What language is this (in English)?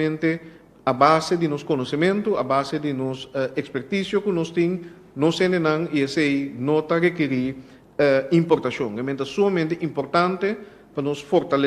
Papiamento